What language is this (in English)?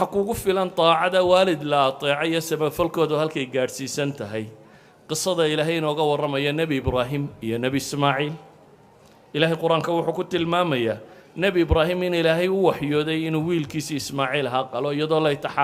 Somali